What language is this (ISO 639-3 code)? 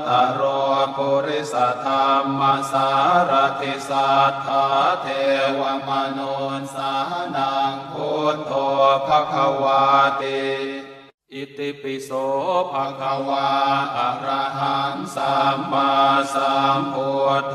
pli